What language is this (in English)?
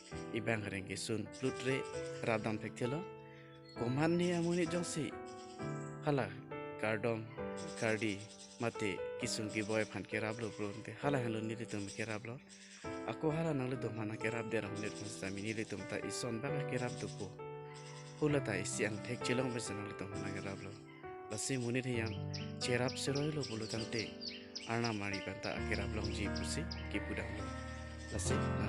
Karbi